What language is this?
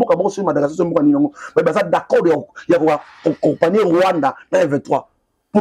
Lingala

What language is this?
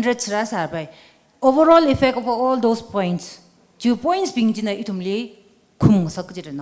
Tangkhul Naga (India)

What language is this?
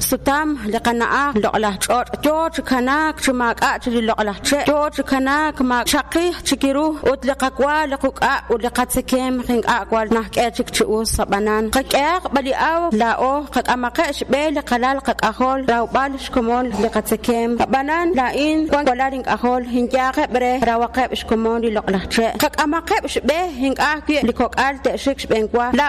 Kekchí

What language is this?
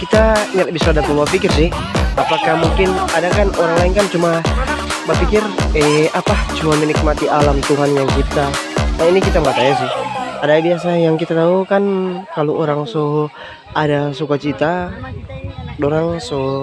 Manado Malay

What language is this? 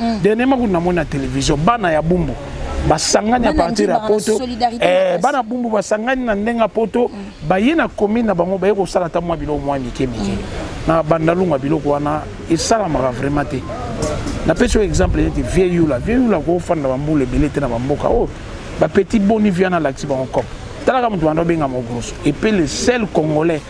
Lingala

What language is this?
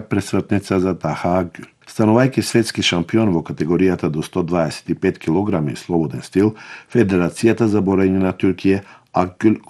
Macedonian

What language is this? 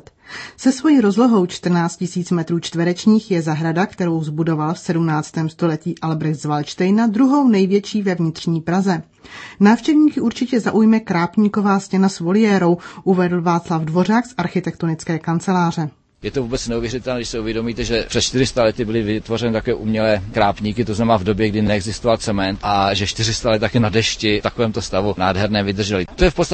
Czech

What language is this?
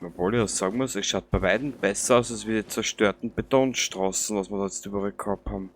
Bavarian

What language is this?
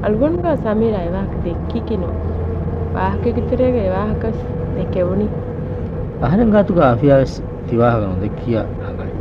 Divehi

